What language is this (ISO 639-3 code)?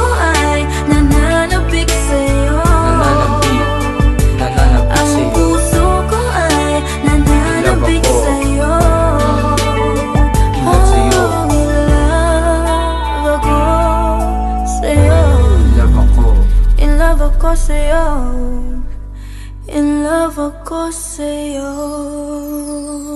fil